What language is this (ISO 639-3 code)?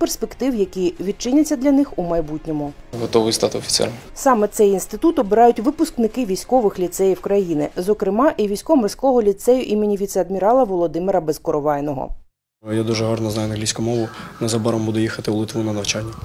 ukr